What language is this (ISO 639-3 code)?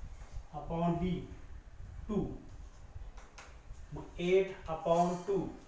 mar